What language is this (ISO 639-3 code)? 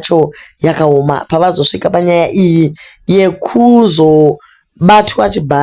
sna